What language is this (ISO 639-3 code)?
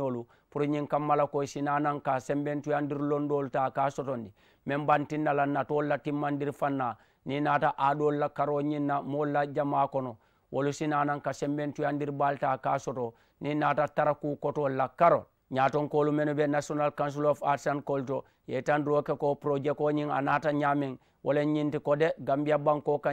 man